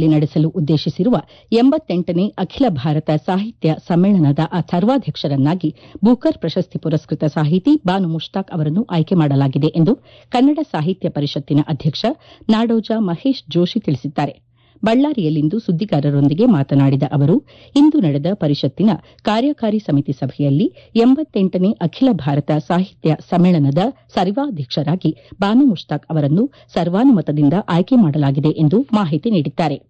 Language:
Kannada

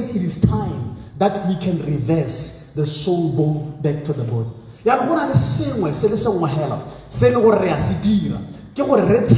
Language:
Tswana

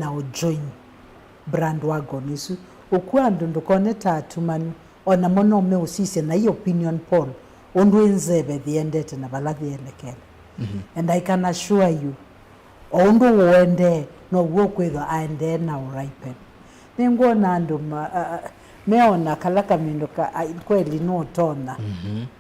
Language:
Kamba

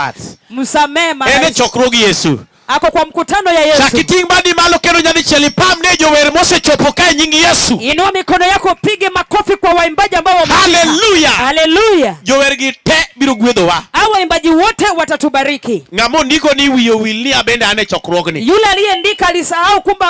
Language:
Luo (Kenya and Tanzania)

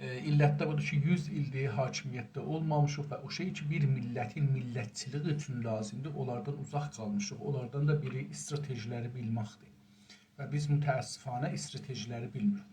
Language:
South Azerbaijani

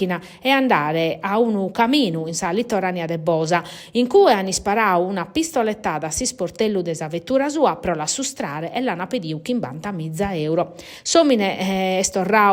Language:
Sardinian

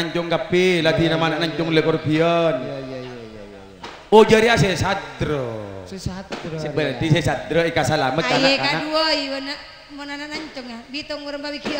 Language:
Madurese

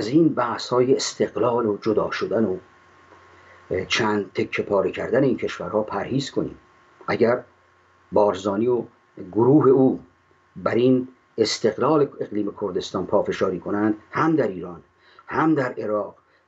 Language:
Persian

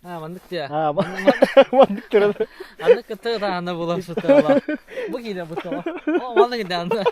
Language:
Yakut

